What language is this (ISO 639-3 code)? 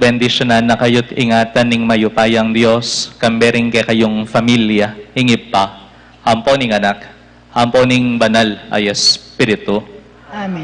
pam